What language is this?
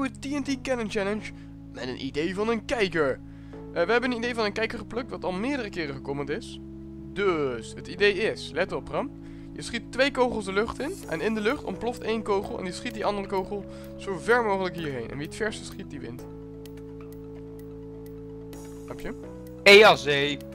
Dutch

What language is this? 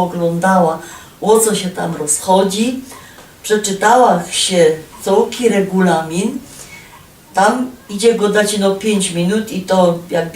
Silesian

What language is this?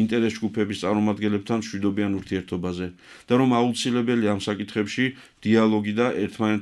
Georgian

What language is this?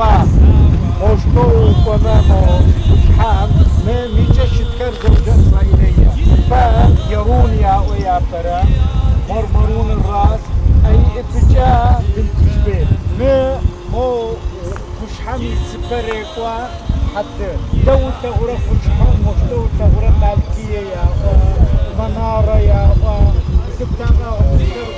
Adyghe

